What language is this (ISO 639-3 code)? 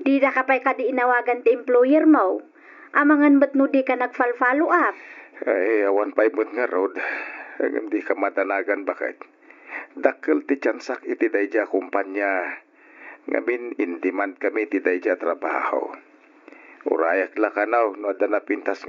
ilo